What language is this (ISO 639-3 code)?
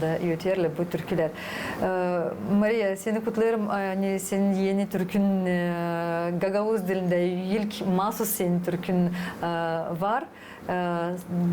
gag